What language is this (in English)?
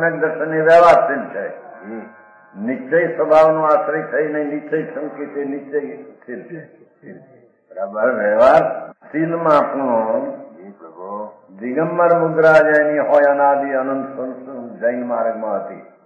Gujarati